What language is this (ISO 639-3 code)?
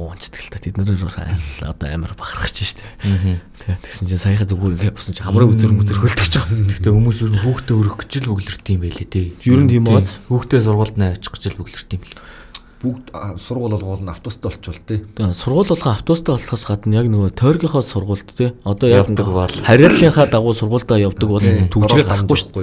mon